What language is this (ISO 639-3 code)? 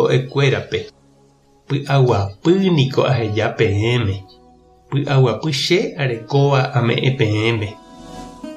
grn